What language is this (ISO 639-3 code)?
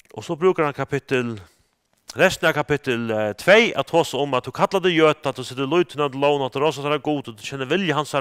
fao